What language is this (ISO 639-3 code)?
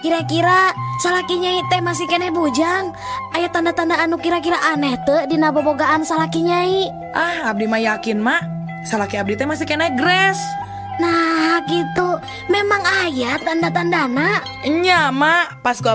sun